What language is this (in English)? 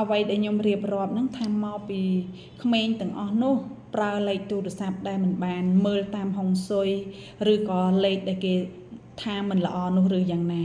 Khmer